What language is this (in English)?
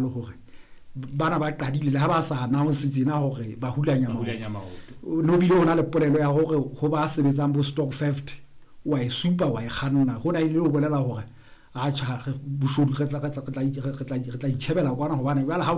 Southern Sotho